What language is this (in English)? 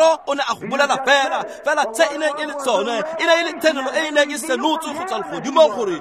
Tswana